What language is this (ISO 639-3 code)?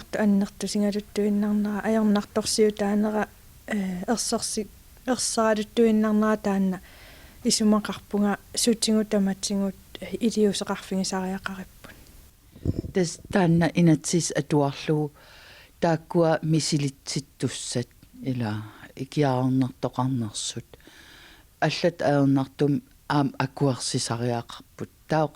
kal